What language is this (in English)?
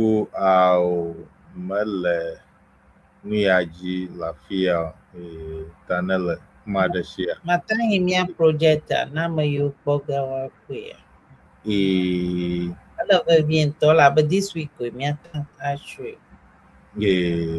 Ewe